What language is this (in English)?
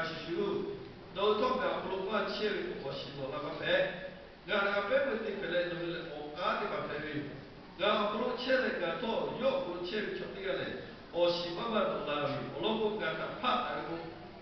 Lahu